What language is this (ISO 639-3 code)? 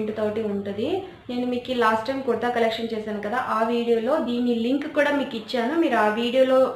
tel